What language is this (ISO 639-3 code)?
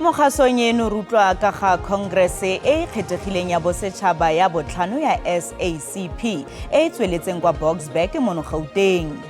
tsn